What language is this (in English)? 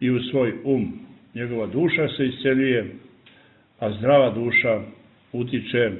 Serbian